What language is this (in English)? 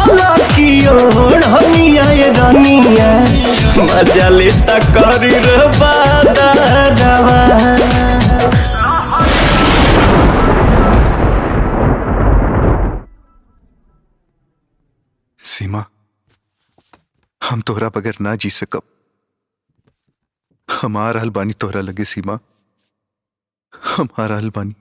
Bhojpuri